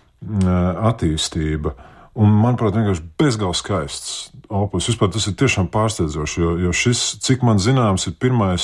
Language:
Latvian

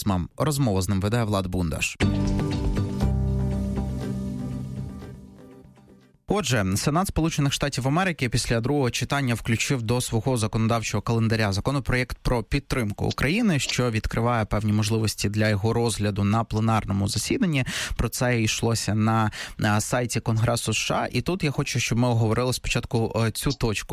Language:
Ukrainian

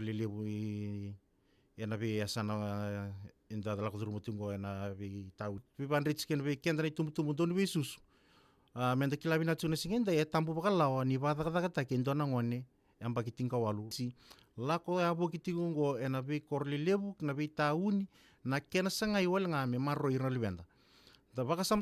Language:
Fijian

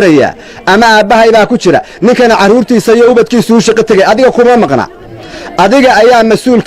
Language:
Somali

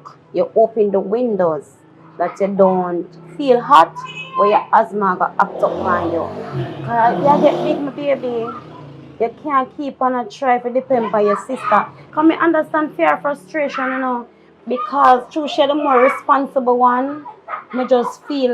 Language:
Jamaican Creole English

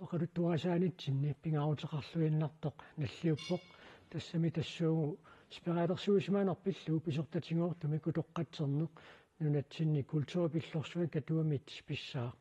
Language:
Kalaallisut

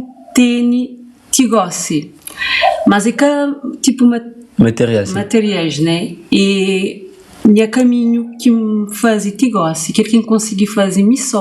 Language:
Kabuverdianu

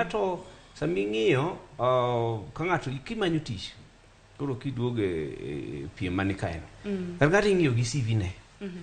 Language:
Luo (Kenya and Tanzania)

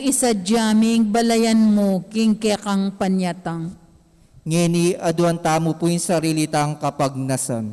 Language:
Pampanga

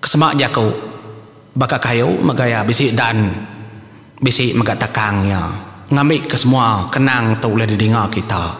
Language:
Iban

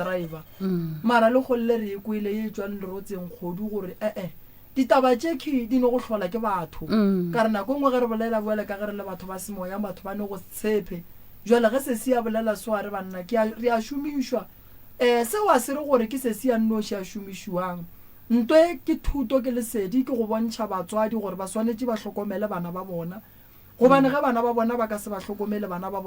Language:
Northern Sotho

